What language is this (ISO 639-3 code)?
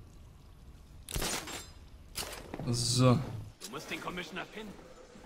deu